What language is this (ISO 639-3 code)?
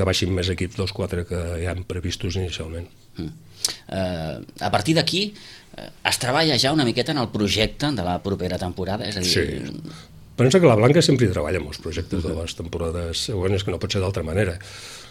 cat